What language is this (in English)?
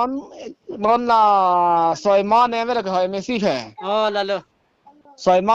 Karbi